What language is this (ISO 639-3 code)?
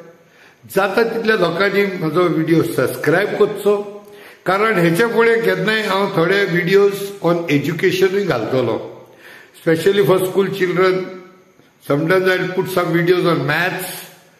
kok